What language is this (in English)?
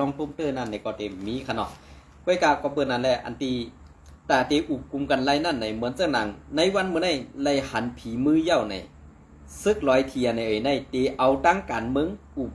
Shan